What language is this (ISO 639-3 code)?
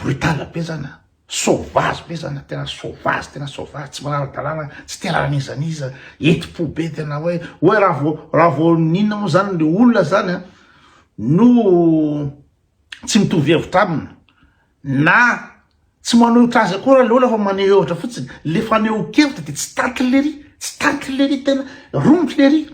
mlg